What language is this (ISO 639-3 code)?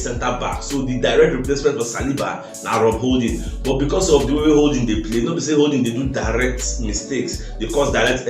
pcm